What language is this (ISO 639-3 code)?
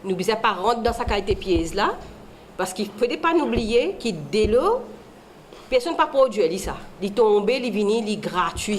mfe